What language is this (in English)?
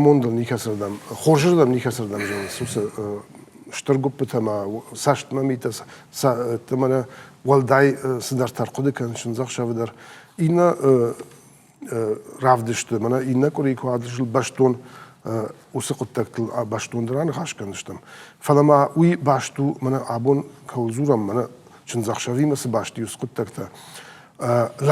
Ossetic